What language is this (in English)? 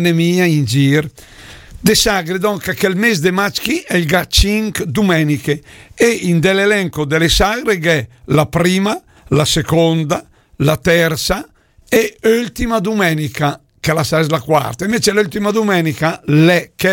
Lombard